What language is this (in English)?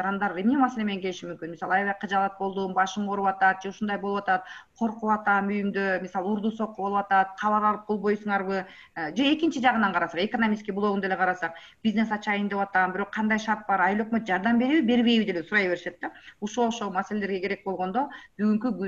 Kyrgyz